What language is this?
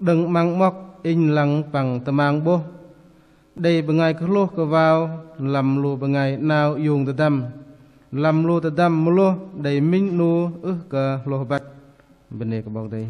Bahnar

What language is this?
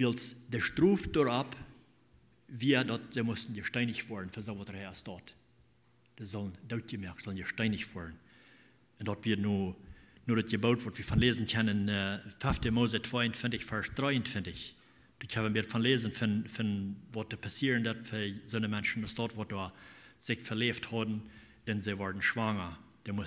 Plautdietsch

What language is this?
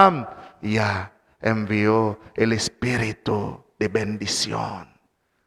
Kekchí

